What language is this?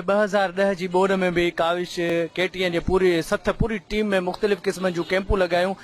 Sindhi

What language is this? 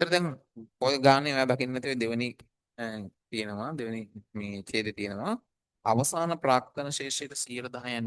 Sinhala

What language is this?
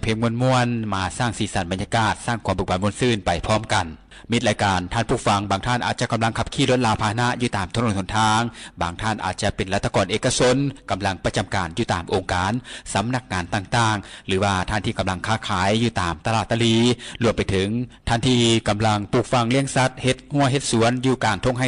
Lao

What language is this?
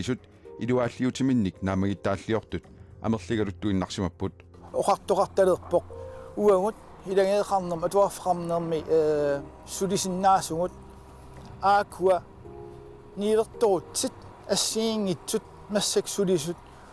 Kalaallisut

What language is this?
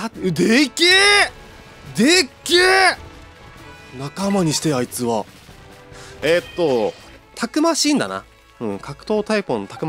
Japanese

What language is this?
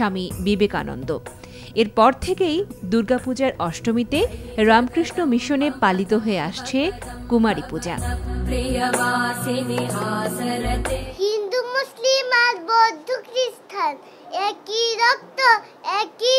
Bangla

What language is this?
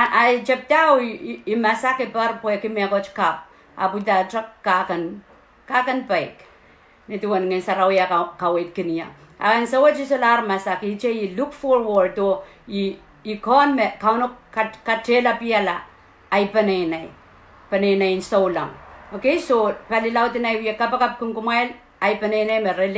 Pohnpeian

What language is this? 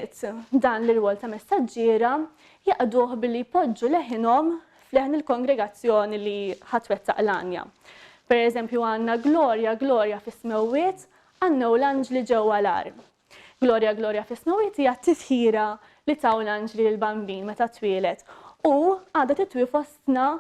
Maltese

